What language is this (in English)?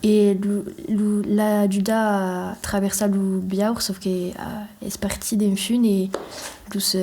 Occitan